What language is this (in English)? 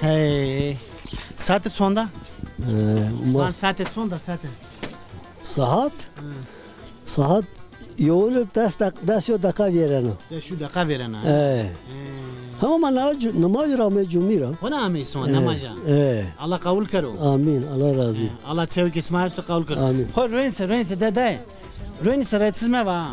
Zaza